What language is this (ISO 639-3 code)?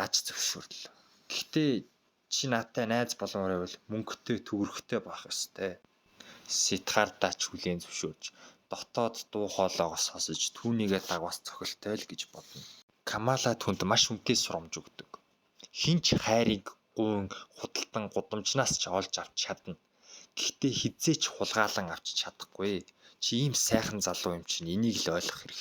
mon